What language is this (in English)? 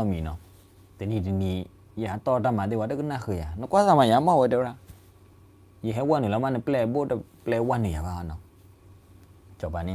S'gaw Karen